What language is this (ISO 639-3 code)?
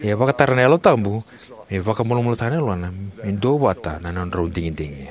fij